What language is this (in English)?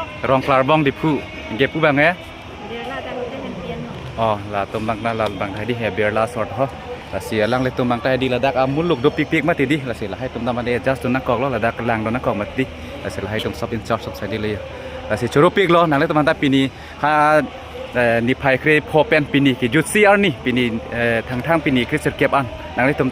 Karbi